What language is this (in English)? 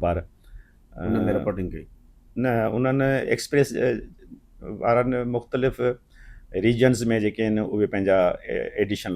Sindhi